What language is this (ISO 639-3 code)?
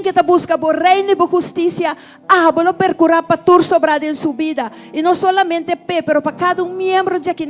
pap